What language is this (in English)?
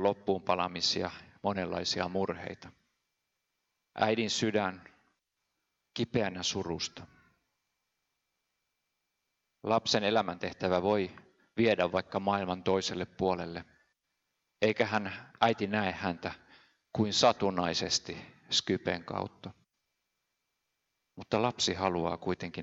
Finnish